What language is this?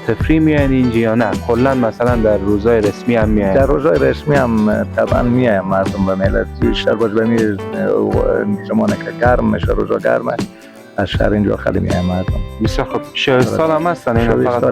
Persian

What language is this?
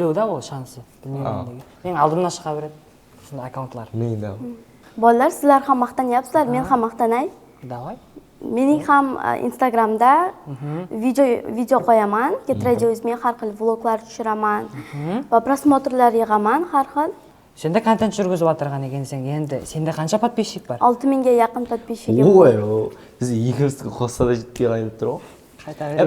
Kara-Kalpak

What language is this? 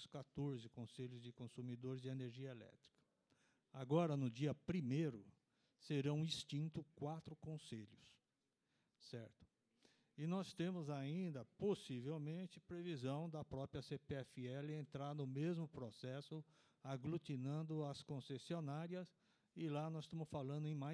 Portuguese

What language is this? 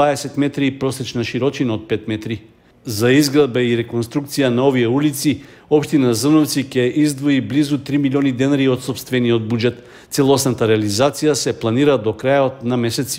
Macedonian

